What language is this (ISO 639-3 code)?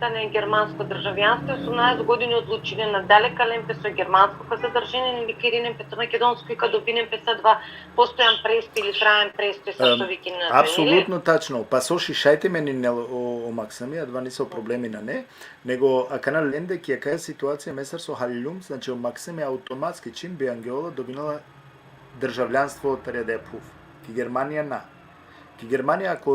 rmn